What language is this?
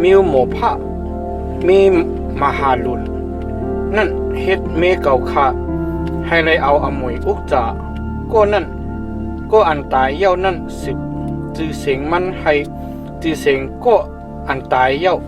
Shan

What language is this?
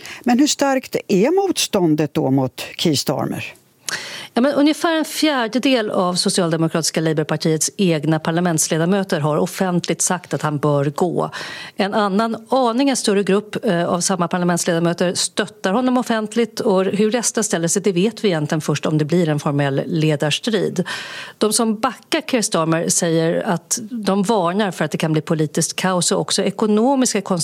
Swedish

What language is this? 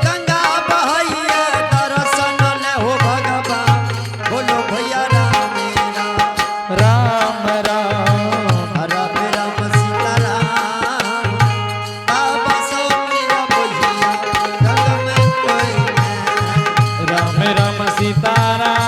Angika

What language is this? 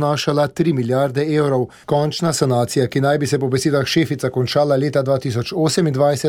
Slovenian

